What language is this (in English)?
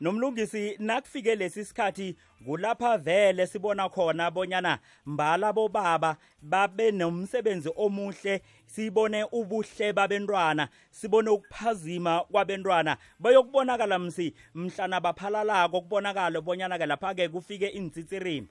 South Ndebele